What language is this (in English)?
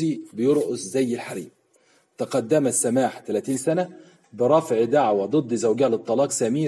Egyptian Arabic